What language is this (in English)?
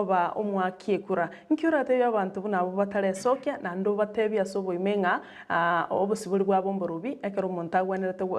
Gusii